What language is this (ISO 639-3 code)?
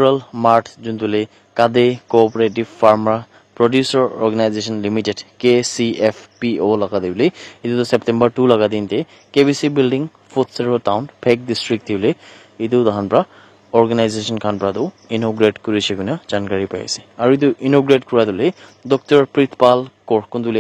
nag